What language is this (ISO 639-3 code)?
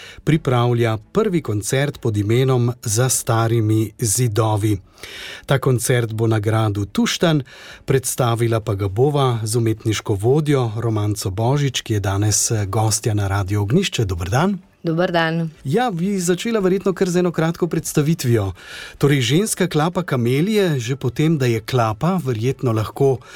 slv